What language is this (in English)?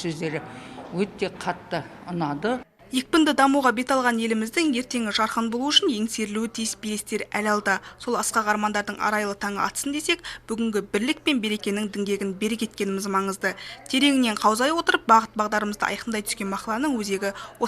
Kazakh